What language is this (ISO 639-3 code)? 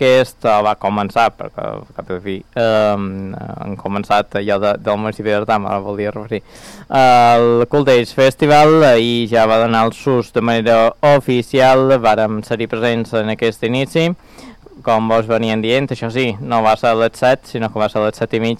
cat